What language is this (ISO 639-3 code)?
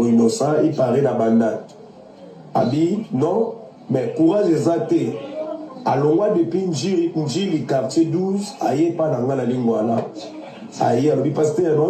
lin